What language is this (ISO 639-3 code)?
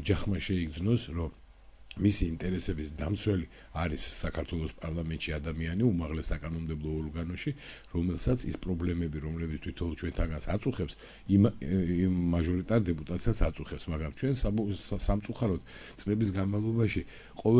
kat